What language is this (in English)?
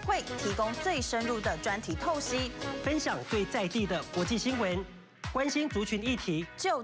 Chinese